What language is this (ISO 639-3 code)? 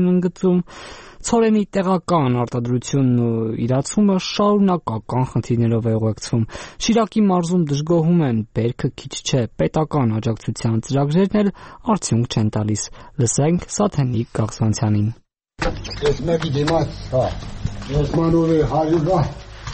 hye